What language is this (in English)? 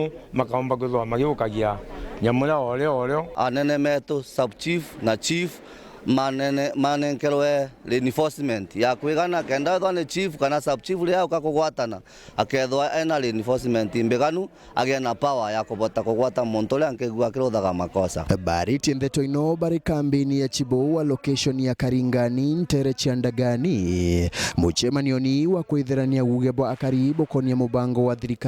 Meru